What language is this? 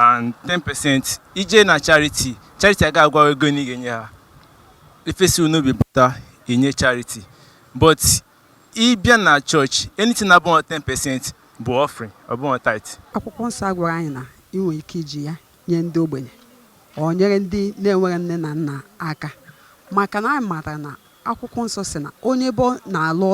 Igbo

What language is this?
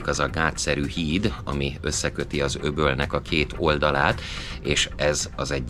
Hungarian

